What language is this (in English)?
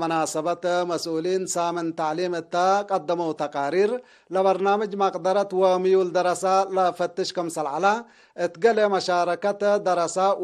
Tigre